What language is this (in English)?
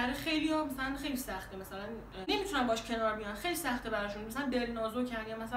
Persian